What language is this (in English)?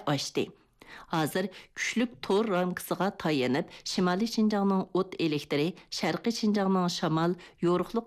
Uyghur